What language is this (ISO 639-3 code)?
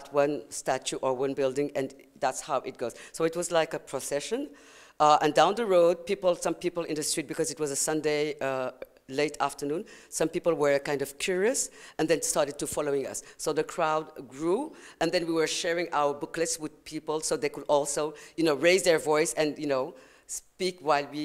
eng